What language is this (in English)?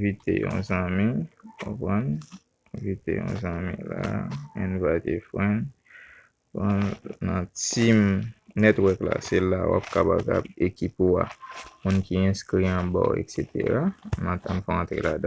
Haitian Creole